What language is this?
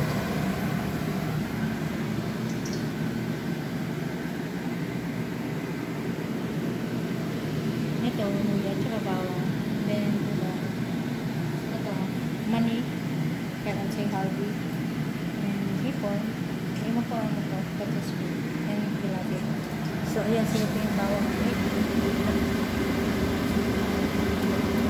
Filipino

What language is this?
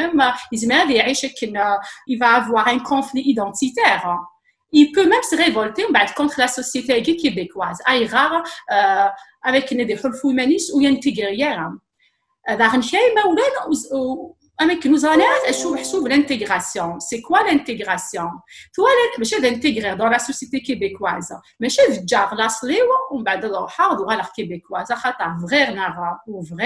Kabyle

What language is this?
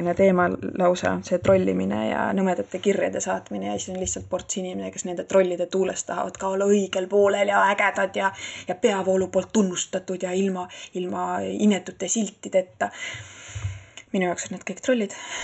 Estonian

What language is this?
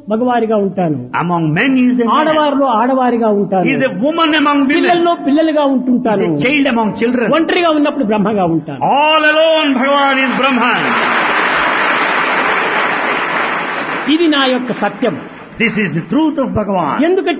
Telugu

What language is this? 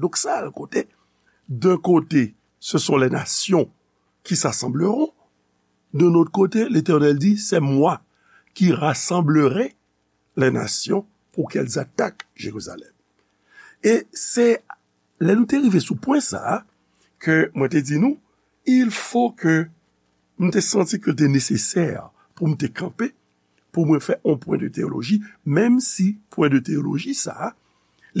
Haitian Creole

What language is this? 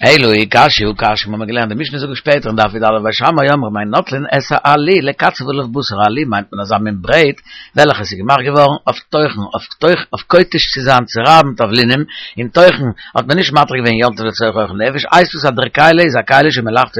Yiddish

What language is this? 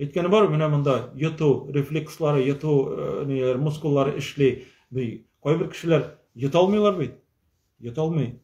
Tatar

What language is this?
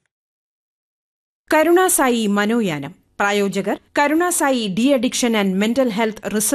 Malayalam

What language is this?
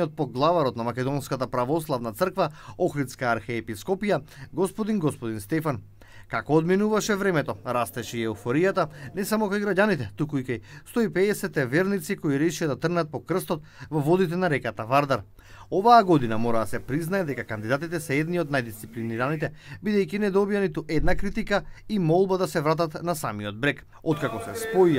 Macedonian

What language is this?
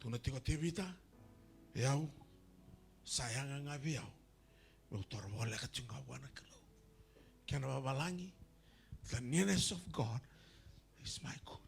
Fijian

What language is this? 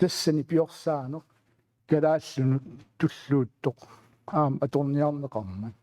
Kalaallisut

